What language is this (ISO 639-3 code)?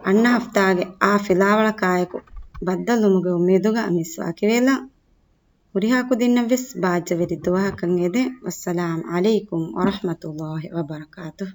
div